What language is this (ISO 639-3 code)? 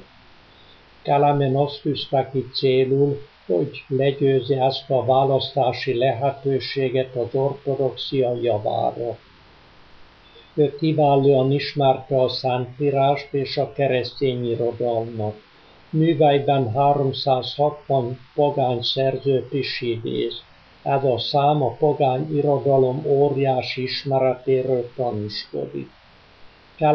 hun